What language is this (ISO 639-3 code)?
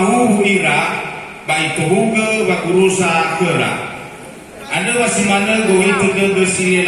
nia